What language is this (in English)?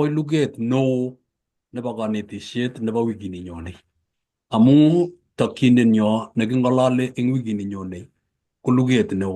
Kalenjin